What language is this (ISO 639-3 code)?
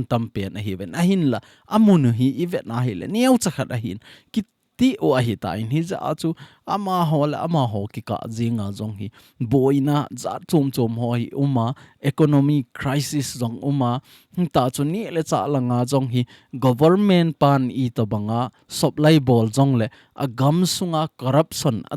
tcz